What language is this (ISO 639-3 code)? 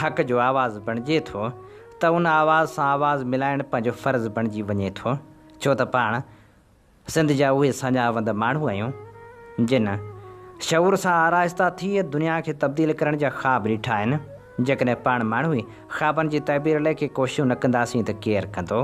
snd